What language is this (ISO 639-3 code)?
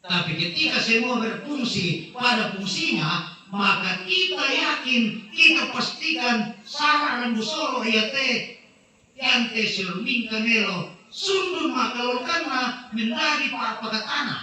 sda